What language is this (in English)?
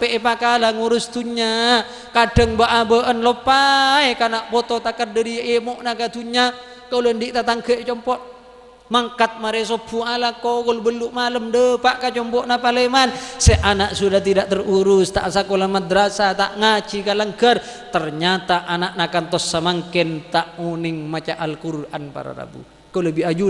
Madurese